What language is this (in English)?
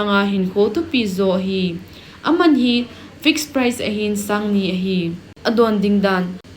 Thado Chin